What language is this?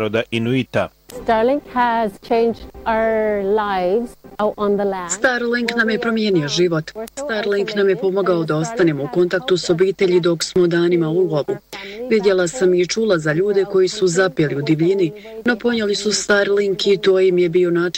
Bosnian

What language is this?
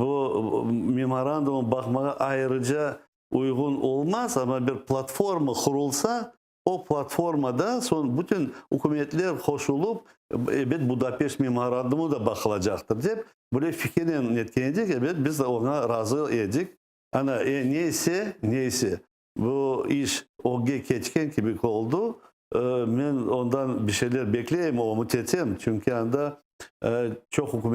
Crimean Tatar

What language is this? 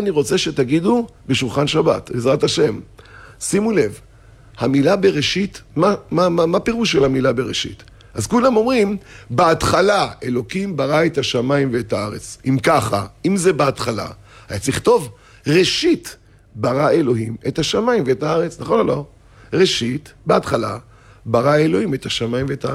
Hebrew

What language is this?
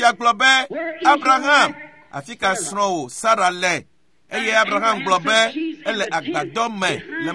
Ewe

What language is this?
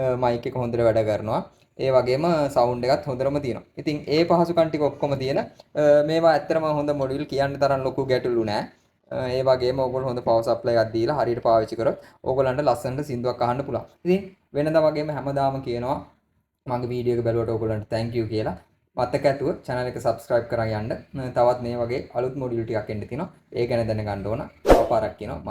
Sinhala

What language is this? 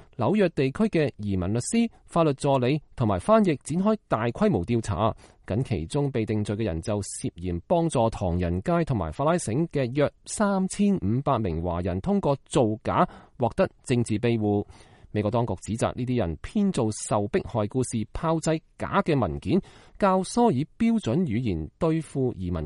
Cantonese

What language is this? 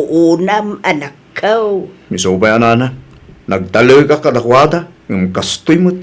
Iloko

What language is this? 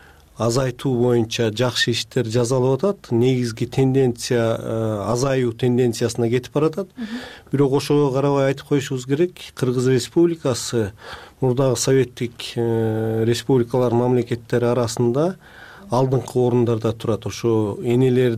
Kyrgyz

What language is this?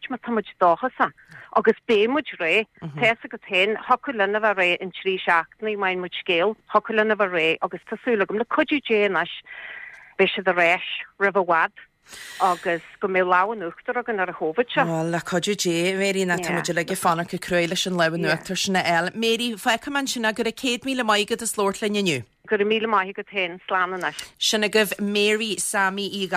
Irish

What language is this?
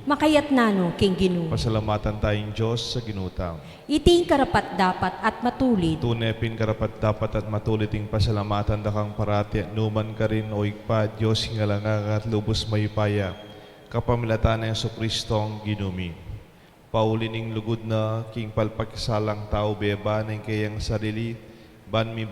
Pampanga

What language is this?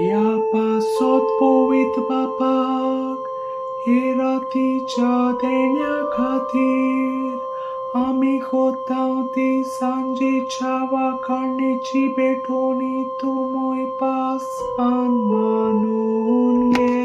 Konkani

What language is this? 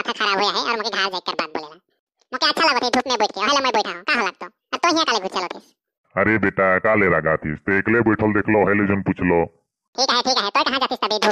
Sadri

